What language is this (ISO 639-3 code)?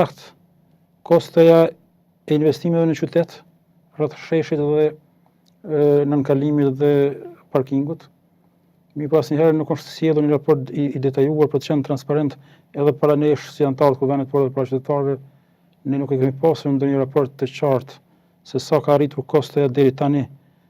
sqi